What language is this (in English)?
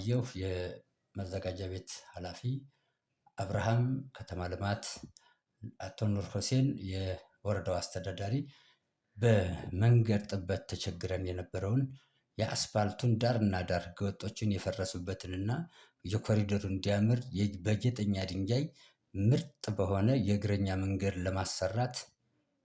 Amharic